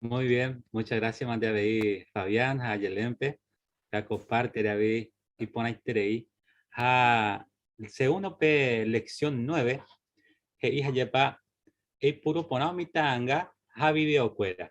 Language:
Guarani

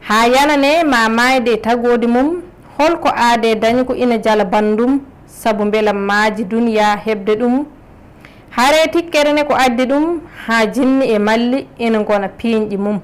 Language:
Fula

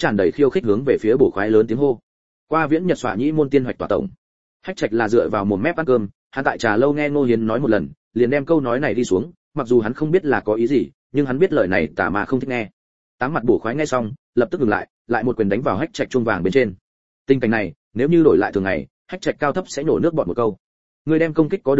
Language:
Vietnamese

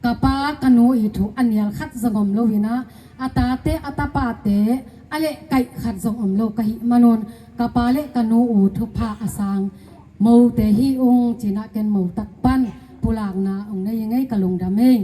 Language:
Tedim Chin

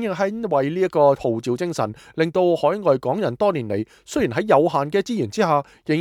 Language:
Cantonese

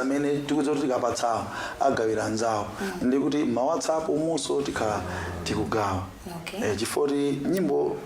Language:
Nyanja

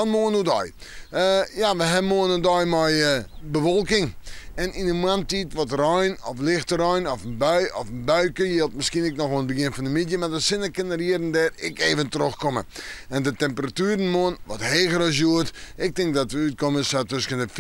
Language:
Western Frisian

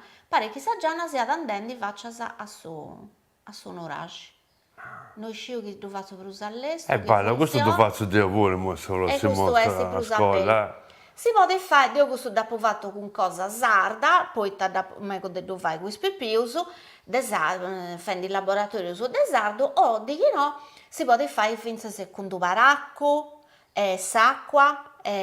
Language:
Sardinian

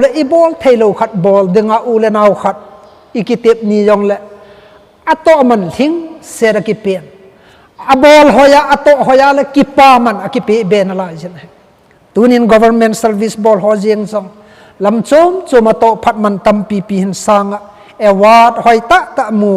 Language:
Thado Chin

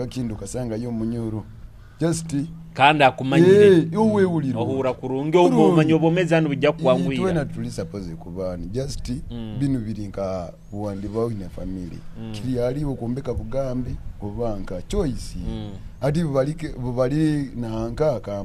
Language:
Nyoro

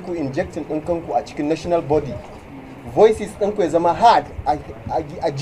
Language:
Hausa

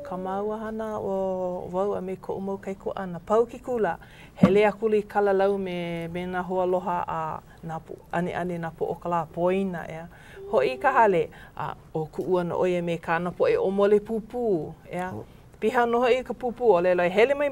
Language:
Hawaiian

